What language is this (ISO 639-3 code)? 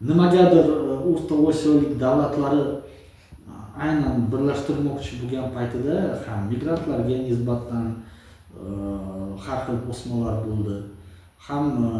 uzb